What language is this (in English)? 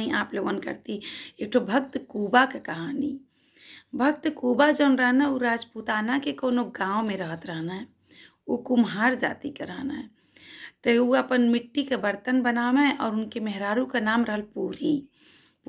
Bhojpuri